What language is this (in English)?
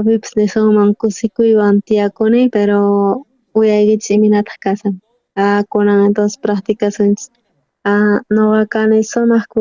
South Bolivian Quechua